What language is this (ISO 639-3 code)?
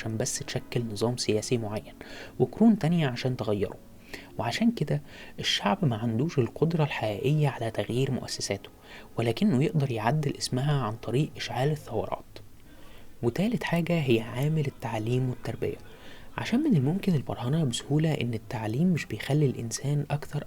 arz